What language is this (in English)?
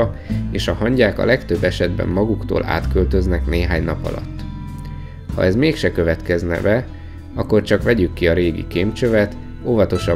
Hungarian